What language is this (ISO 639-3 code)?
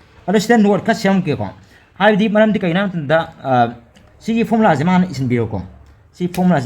mni